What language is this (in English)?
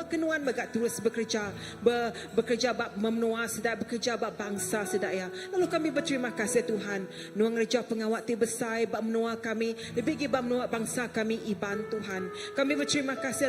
Iban